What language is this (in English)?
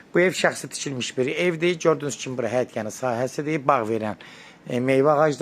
Azerbaijani